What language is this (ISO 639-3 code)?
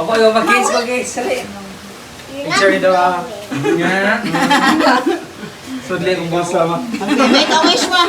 ceb